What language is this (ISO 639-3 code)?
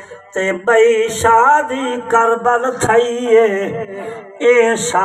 skr